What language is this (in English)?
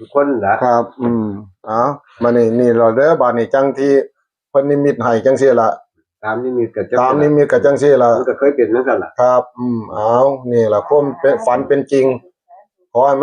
Northeastern Thai